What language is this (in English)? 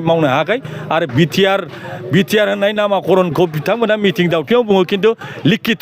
Bodo